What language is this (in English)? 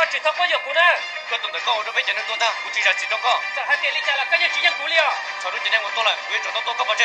Hmong